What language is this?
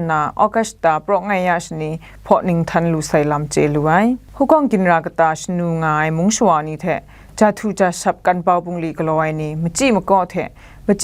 Kachin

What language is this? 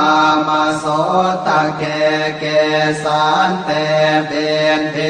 Pali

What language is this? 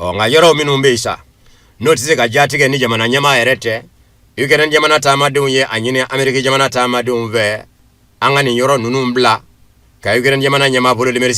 Bambara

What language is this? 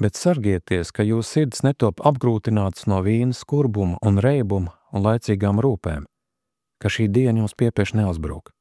Latvian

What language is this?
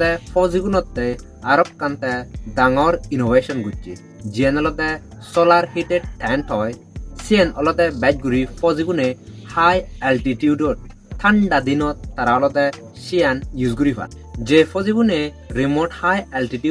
Chakma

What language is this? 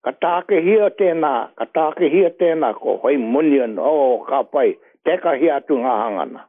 Māori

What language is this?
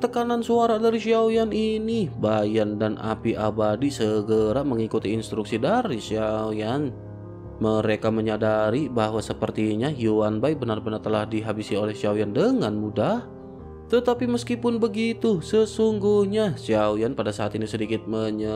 Indonesian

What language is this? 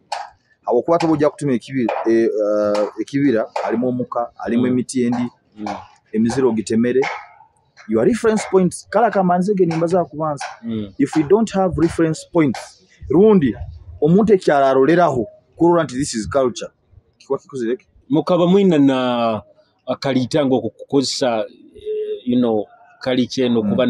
Nyoro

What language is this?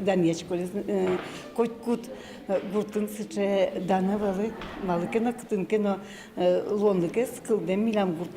Udmurt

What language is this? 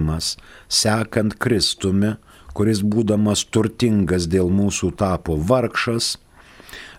Lithuanian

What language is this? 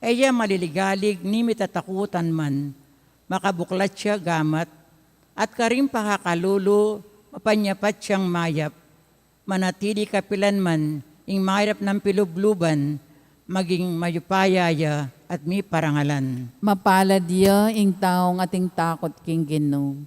Pampanga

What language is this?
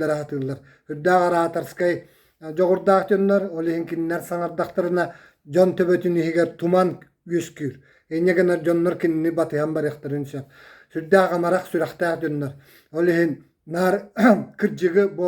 Yakut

